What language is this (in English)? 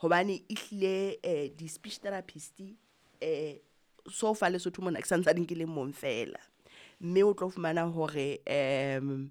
Southern Sotho